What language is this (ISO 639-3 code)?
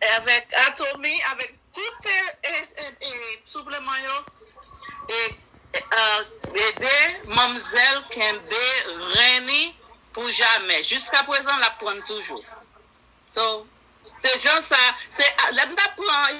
hat